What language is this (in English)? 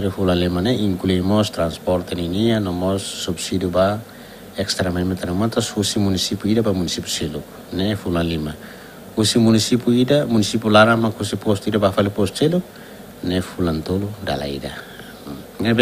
Tetum